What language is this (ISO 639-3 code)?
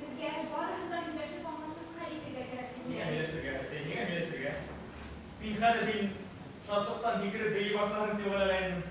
bak